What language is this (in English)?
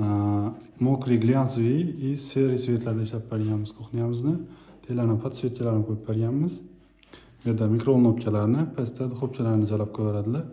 Uzbek